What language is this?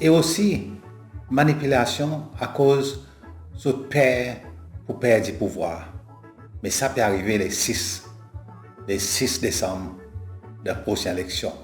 Seselwa Creole French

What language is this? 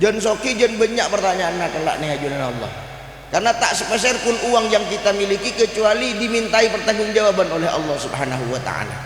Madurese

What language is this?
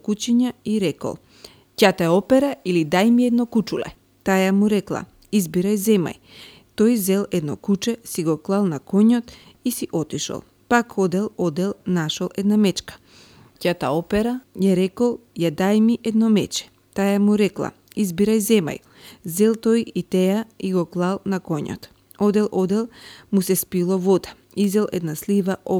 Macedonian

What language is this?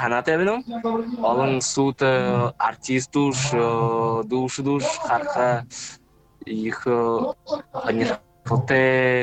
Buriat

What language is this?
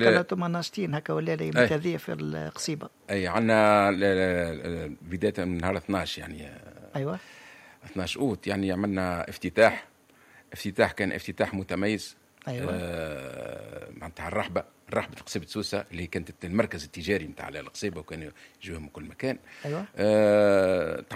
Tunisian Arabic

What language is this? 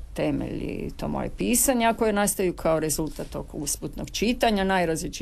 Croatian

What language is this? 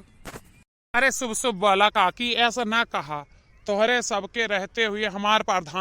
Awadhi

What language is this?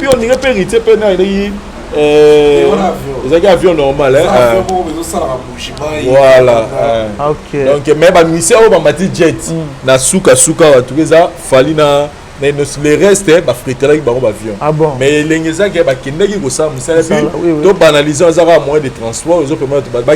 Lingala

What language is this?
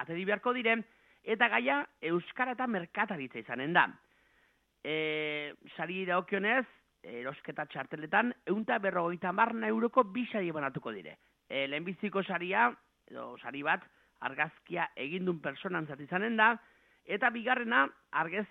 Basque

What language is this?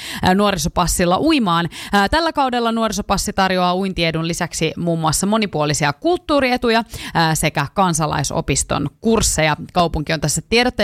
Finnish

